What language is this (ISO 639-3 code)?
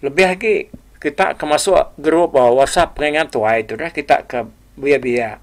iba